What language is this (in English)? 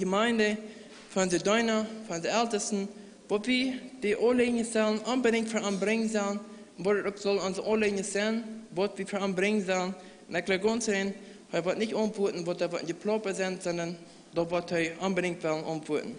Plautdietsch